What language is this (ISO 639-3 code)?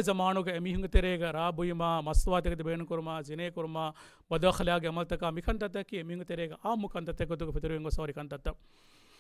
div